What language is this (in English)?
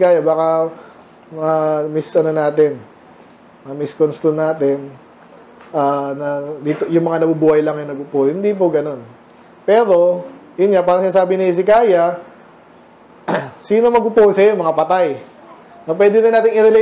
Filipino